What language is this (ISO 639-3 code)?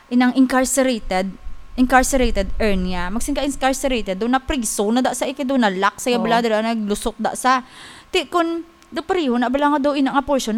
hil